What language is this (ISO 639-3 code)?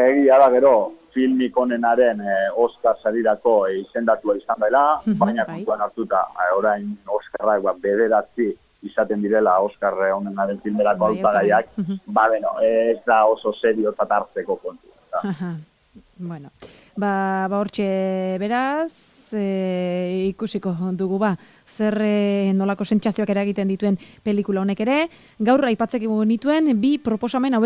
eus